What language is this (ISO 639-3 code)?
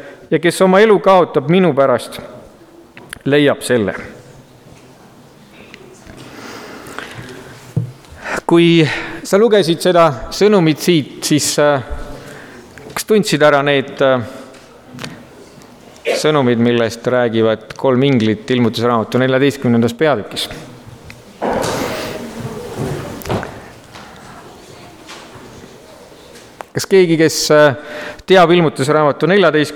est